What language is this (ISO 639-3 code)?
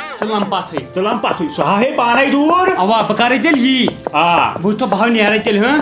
kas